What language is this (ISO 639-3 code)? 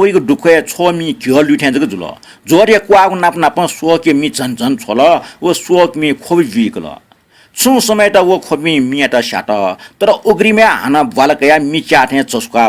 new